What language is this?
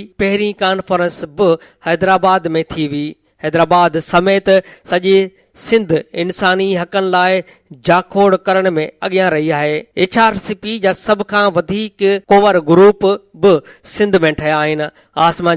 Sindhi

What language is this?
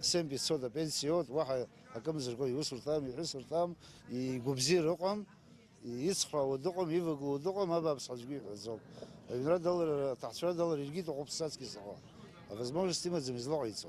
Abkhazian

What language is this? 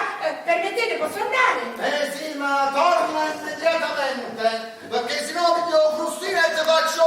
Neapolitan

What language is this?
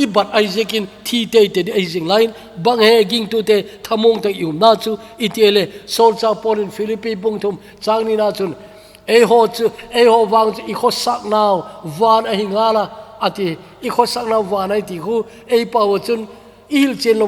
Thado Chin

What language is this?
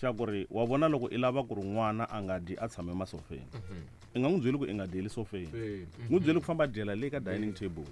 Tsonga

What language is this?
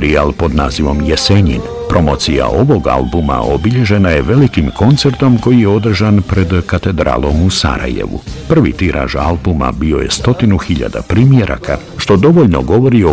Bosnian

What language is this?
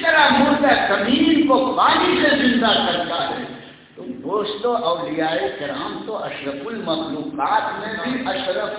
Urdu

